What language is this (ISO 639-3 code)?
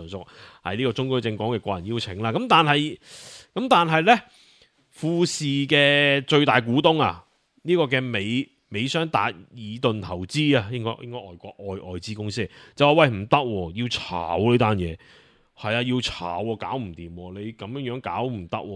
yue